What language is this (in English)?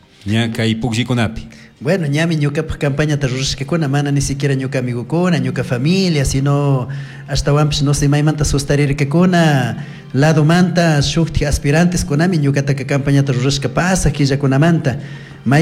Chimborazo Highland Quichua